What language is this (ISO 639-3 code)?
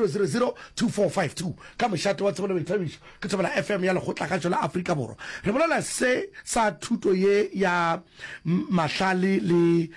nso